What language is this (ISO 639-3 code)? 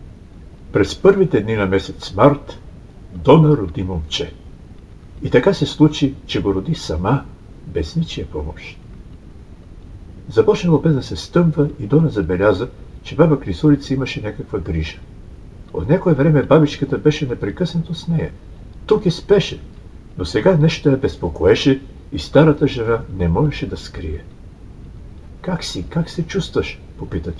bul